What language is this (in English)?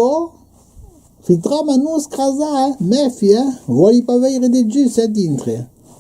Occitan